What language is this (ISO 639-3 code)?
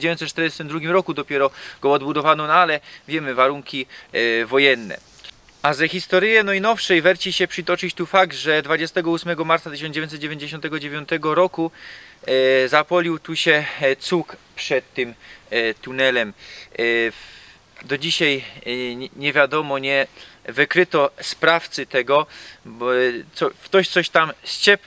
szl